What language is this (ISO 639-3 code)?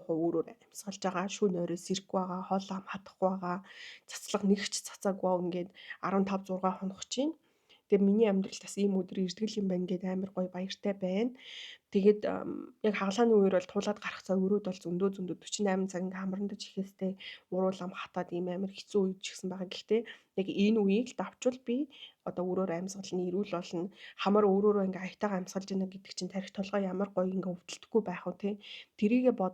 mon